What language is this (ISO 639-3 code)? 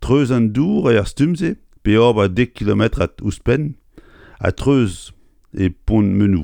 bre